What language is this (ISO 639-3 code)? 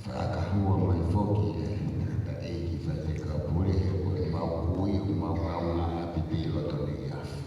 ton